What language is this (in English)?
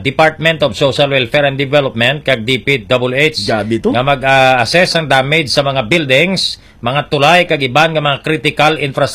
Hiligaynon